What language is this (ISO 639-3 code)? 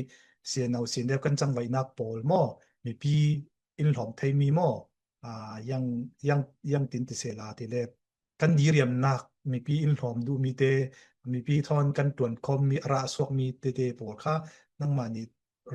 cfm